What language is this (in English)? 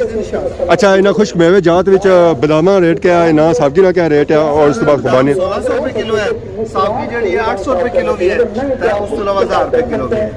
Pahari-Potwari